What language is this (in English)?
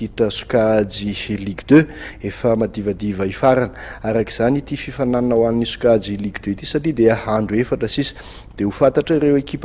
Malagasy